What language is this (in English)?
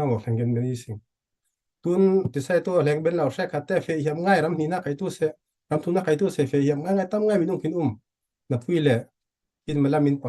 Falam Chin